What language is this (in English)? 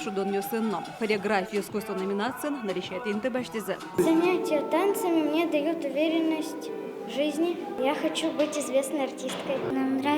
Udmurt